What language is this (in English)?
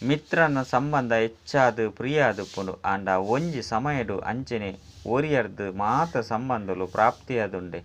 Tulu